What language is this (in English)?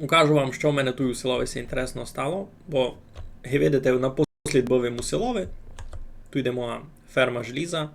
Rusyn